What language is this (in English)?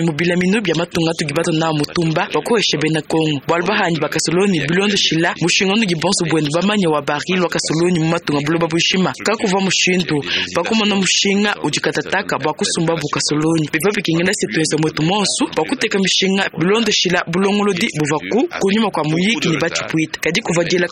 Luba-Lulua